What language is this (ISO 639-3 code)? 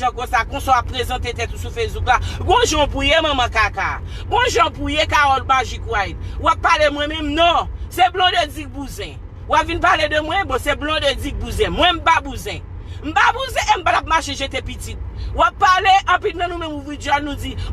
hat